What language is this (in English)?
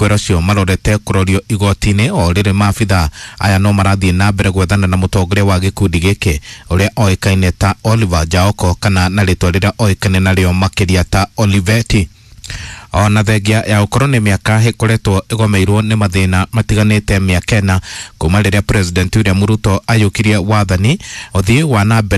Kikuyu